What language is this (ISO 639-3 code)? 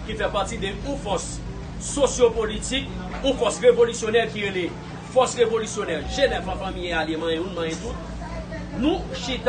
hat